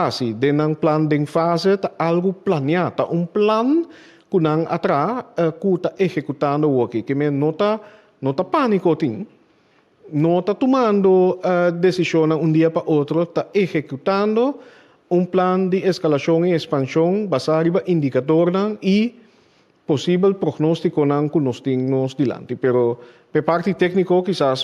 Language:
Papiamento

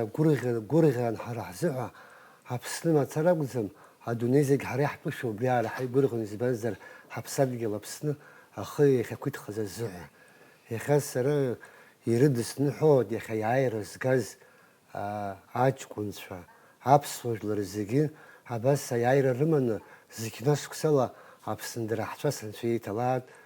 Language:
Abkhazian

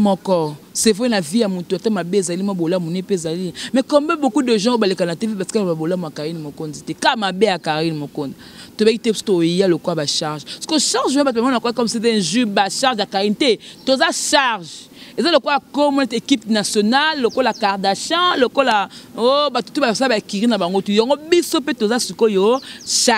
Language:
Lingala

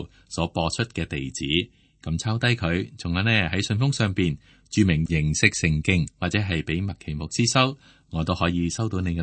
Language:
Cantonese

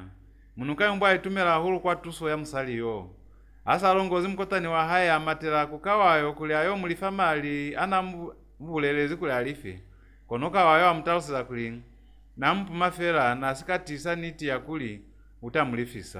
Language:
Lozi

